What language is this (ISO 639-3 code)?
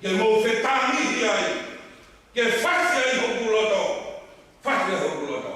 ton